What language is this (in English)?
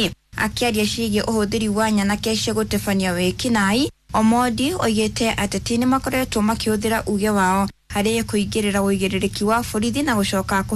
Kikuyu